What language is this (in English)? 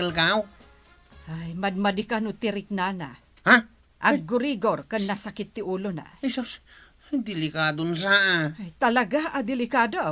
Iloko